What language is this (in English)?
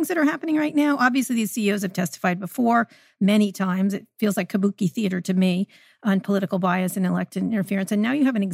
English